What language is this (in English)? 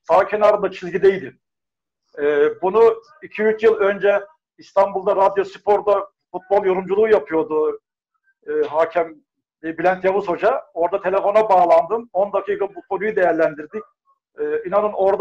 Turkish